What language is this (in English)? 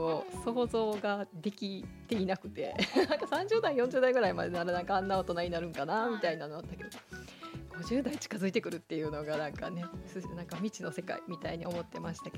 Japanese